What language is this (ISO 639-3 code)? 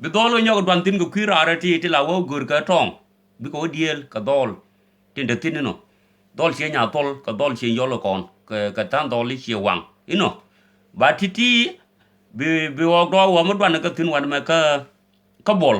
nus